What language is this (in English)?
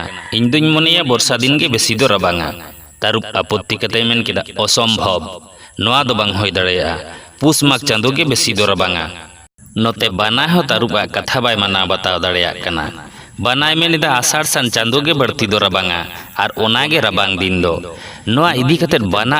Santali